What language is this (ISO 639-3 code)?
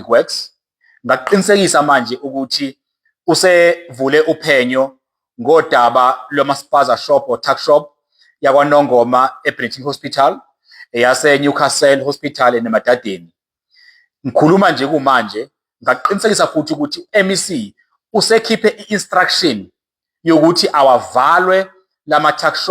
zul